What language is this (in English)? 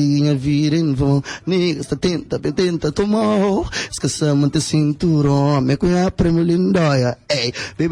Kabuverdianu